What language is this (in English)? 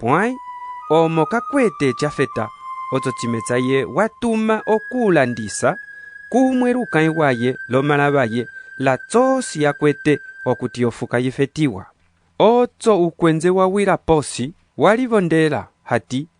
Umbundu